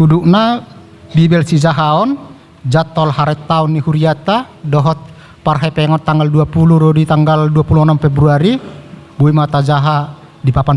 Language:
Batak Toba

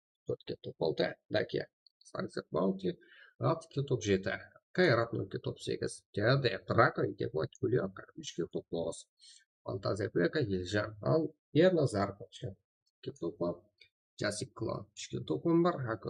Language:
Kara-Kalpak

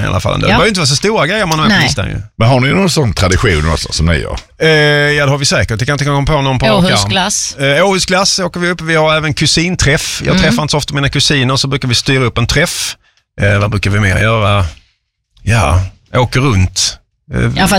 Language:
Swedish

